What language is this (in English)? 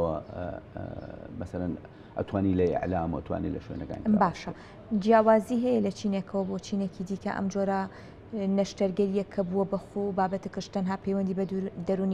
Central Kurdish